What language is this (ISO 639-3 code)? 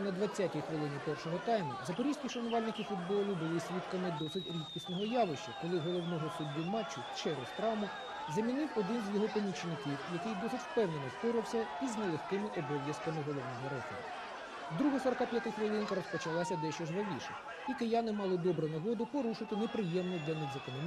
ukr